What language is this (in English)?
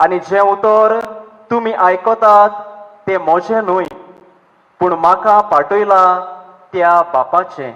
Konkani